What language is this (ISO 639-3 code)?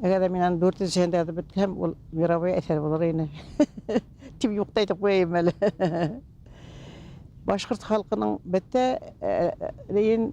bak